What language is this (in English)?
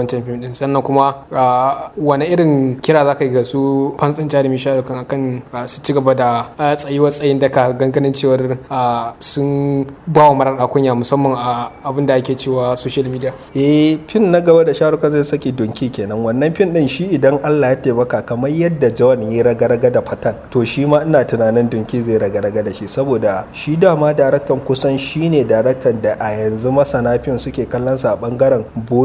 Hausa